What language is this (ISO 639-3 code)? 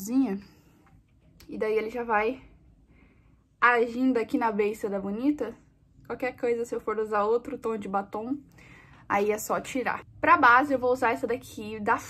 por